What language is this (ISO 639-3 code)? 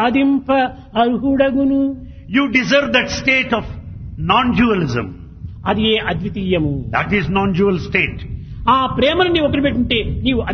tel